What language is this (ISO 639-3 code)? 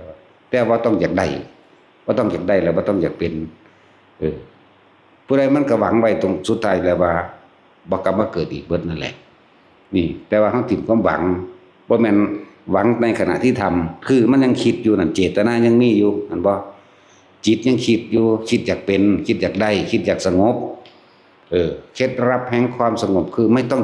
tts